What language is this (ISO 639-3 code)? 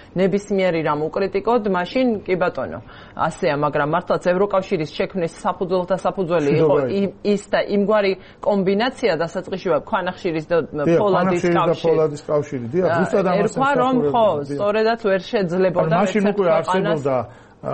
kat